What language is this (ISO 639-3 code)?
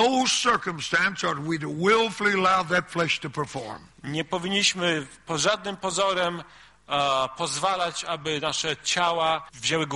pol